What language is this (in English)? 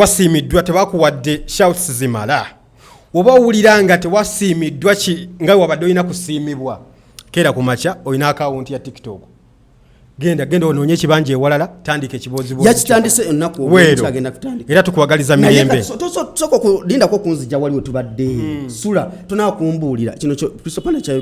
Ganda